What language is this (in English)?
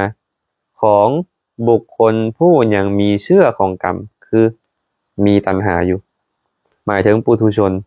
Lao